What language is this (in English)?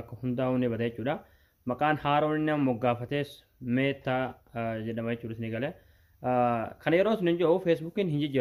Oromo